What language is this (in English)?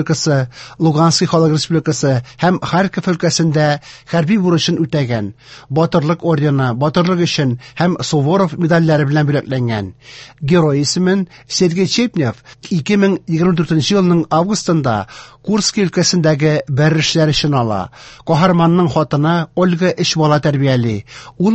Tatar